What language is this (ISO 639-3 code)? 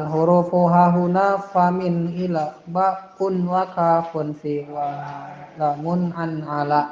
sun